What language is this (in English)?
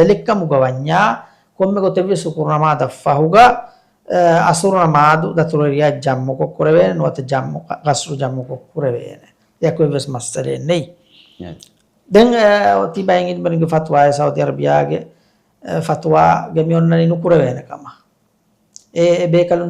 Divehi